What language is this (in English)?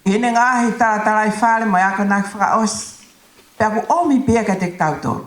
Tongan